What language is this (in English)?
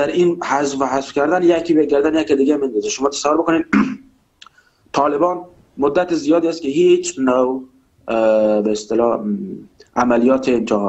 Persian